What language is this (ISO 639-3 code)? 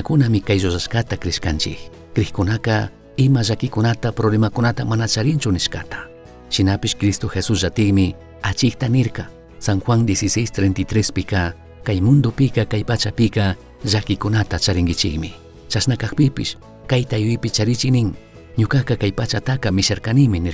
qug